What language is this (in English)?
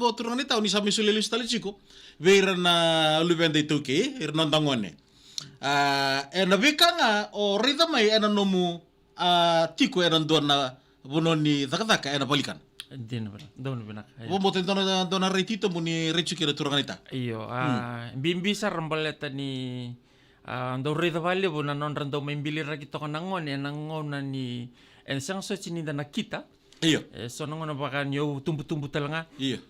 Fijian